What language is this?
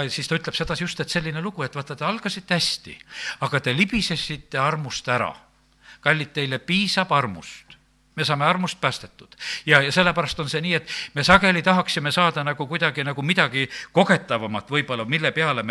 Estonian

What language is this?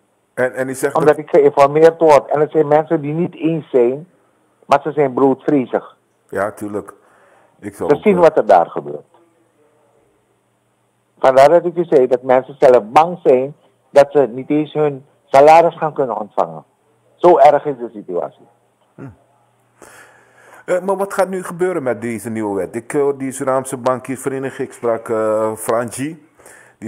Dutch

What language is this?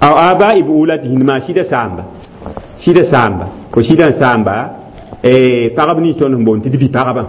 Mossi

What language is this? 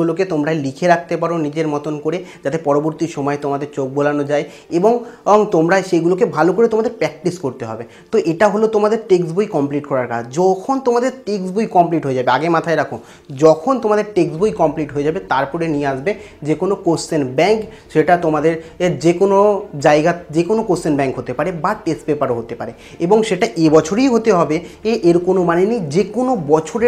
Bangla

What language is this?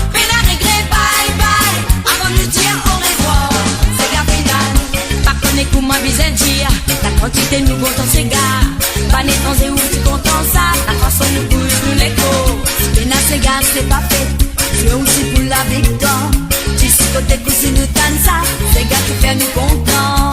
Morisyen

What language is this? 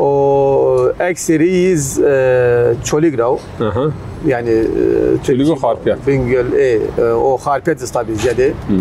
Zaza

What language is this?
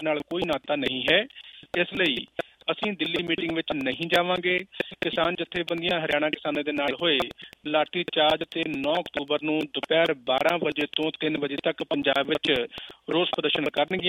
Punjabi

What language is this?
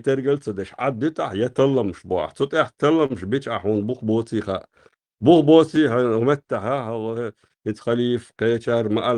Chechen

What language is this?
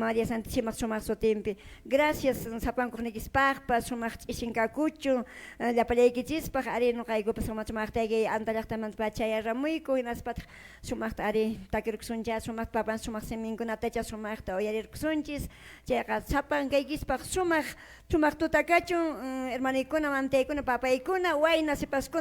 Quechua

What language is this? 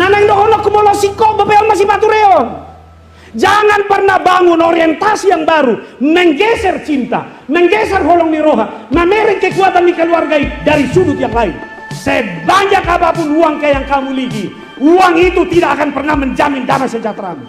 Batak Toba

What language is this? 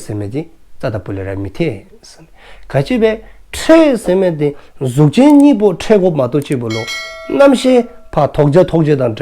Dzongkha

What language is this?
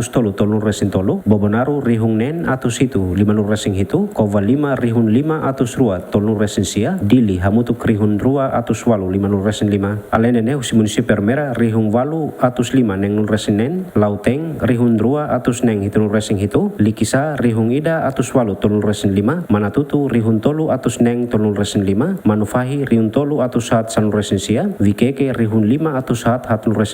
Tetum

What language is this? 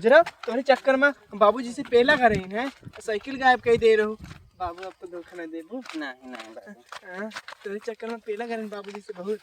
Awadhi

